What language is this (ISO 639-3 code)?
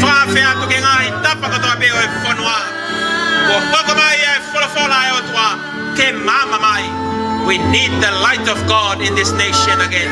ton